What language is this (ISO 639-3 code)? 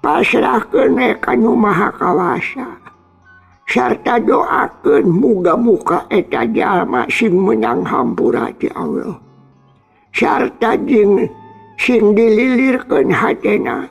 sun